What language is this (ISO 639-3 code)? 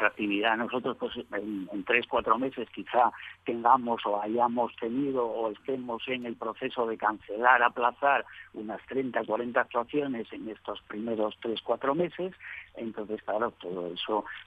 spa